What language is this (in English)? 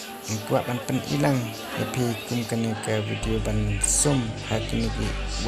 Khasi